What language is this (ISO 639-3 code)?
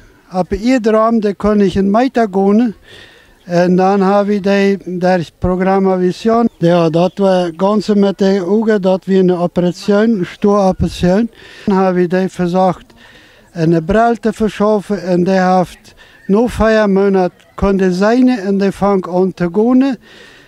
pdt